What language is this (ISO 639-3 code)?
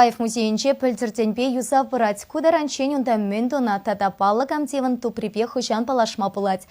chv